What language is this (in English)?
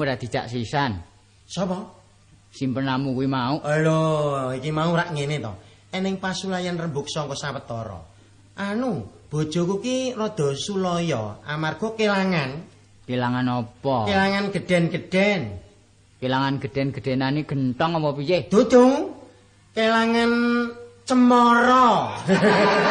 Javanese